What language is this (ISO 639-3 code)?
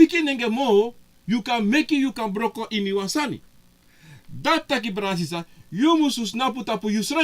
srn